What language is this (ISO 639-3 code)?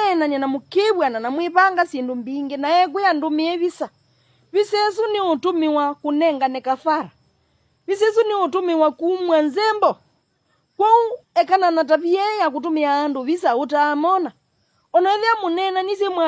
kam